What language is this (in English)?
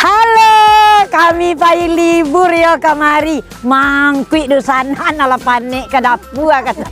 Minangkabau